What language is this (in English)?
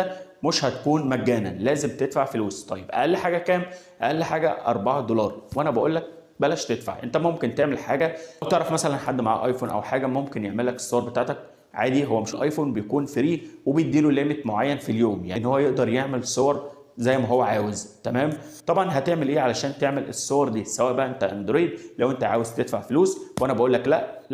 Egyptian Arabic